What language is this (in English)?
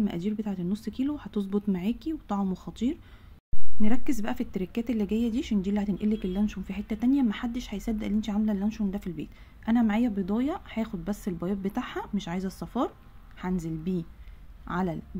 Egyptian Arabic